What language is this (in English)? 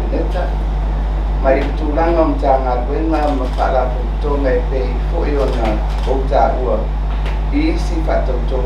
Samoan